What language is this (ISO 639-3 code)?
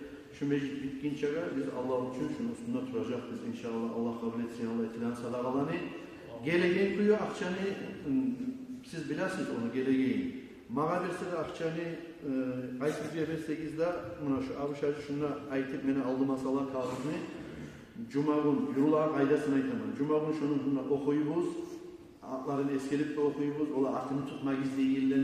kum